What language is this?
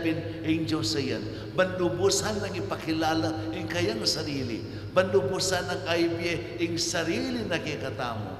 Pampanga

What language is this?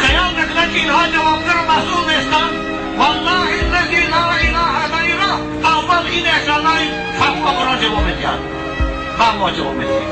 Tajik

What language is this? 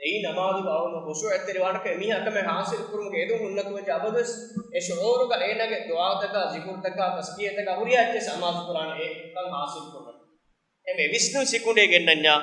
Divehi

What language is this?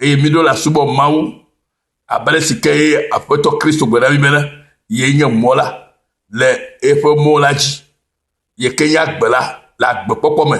Ewe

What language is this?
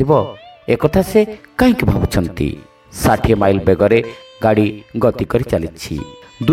Odia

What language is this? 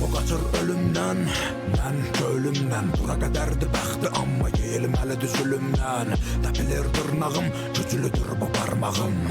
South Azerbaijani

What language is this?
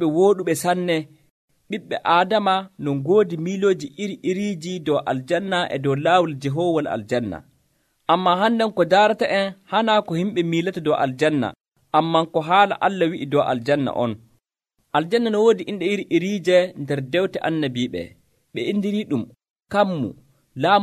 Nigerian Fulfulde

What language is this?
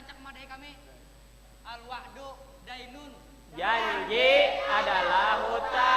Banjar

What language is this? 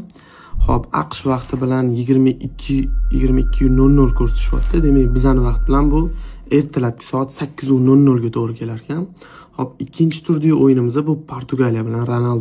Uzbek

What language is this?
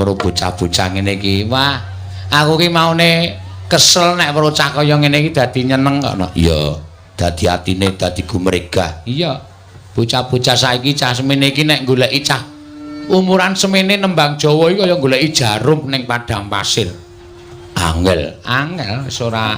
Javanese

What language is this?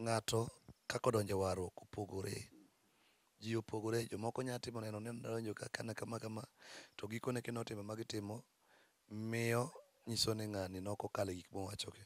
Luo (Kenya and Tanzania)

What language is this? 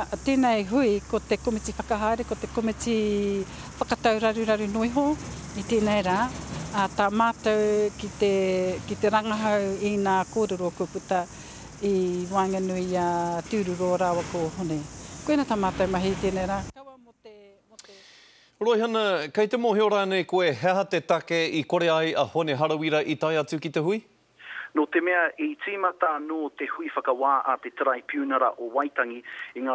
Māori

